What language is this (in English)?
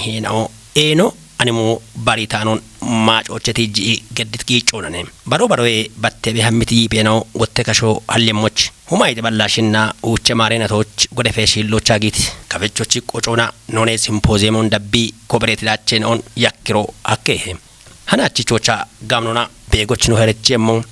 Kafa